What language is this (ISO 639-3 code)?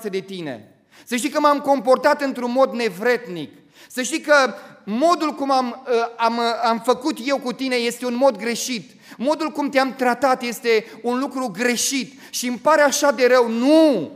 ron